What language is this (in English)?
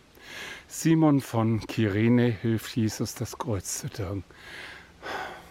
German